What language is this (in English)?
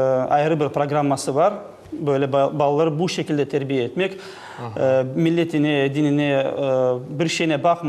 Crimean Tatar